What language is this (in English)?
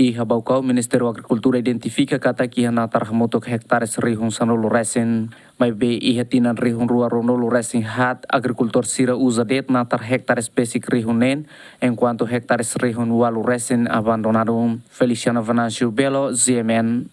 Tetum